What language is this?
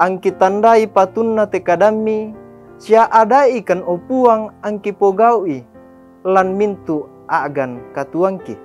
Toraja-Sa'dan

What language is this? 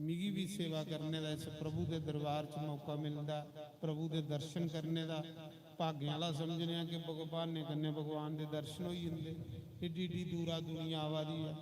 Dogri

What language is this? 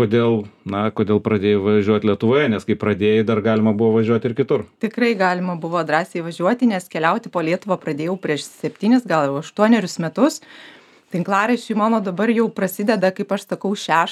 Lithuanian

